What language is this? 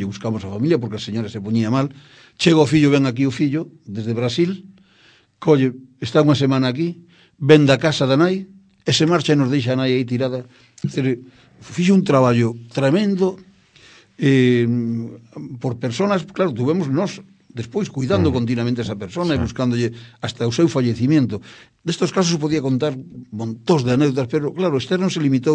Galician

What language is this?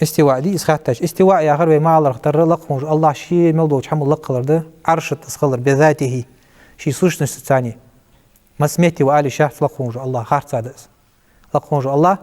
Ingush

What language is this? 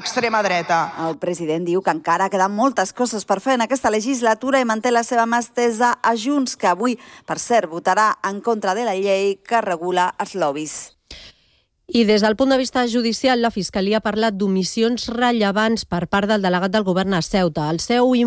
Catalan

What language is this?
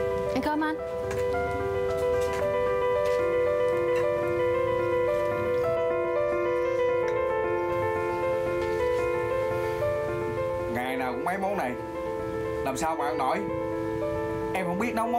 Vietnamese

